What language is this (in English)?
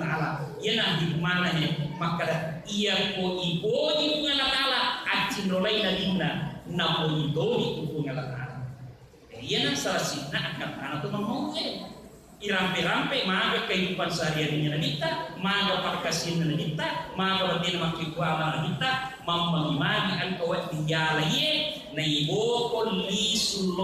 Buginese